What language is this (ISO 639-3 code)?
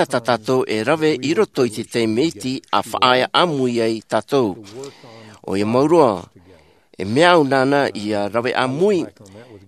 tah